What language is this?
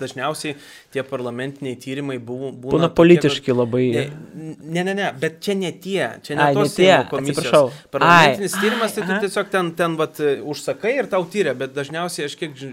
Lithuanian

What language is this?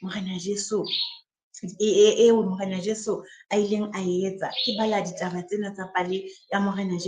Southern Sotho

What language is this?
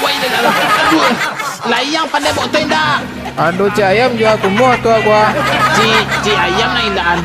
Minangkabau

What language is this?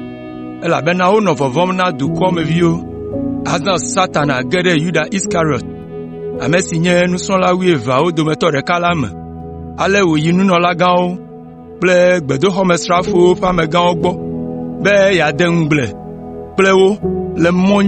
Ewe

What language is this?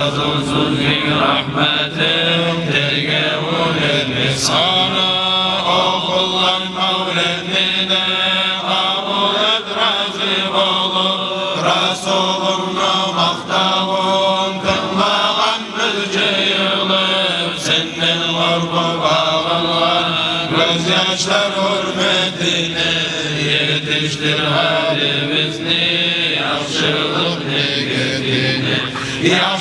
Kumyk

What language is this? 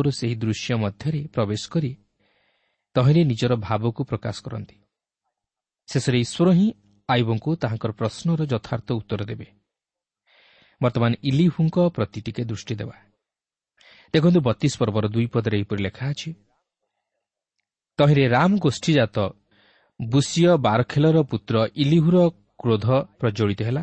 Odia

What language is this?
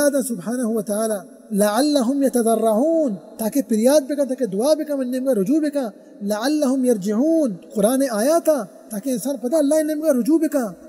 Baluchi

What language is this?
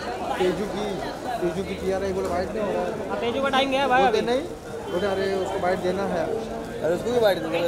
Hindi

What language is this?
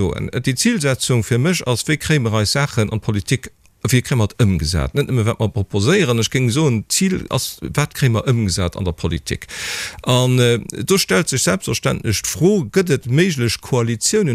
Luxembourgish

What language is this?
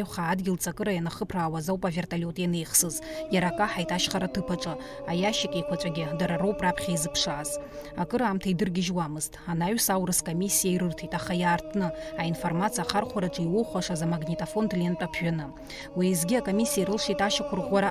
Abkhazian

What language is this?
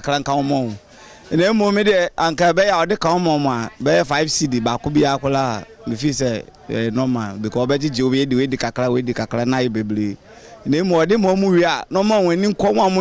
Akan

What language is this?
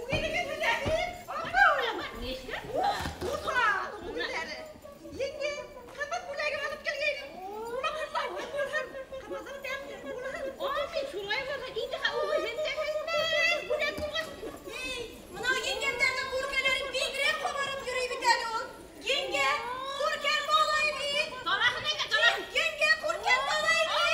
Bashkir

